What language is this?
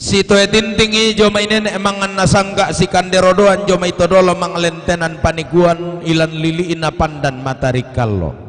Toraja-Sa'dan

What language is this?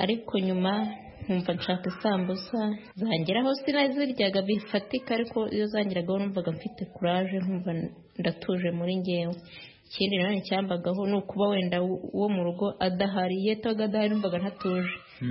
Kinyarwanda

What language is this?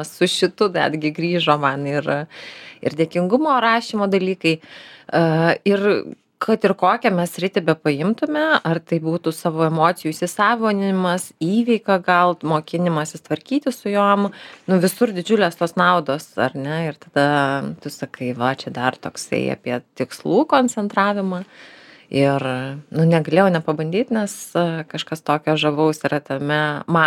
Lithuanian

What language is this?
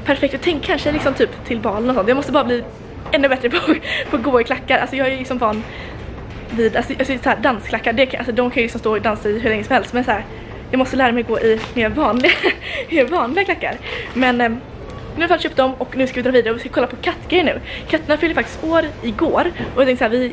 Swedish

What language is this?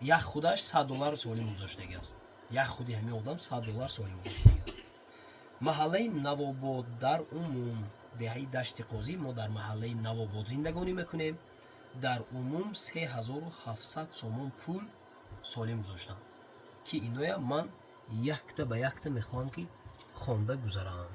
Tajik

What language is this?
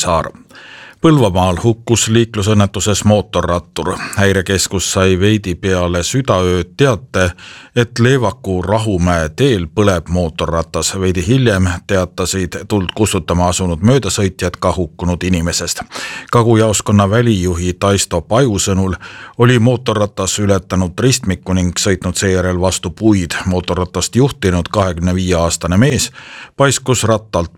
Estonian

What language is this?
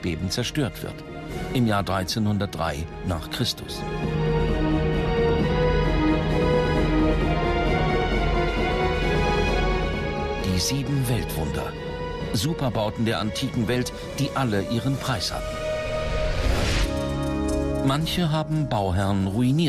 German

